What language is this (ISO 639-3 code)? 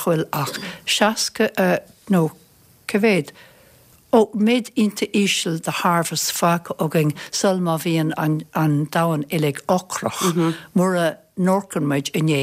gle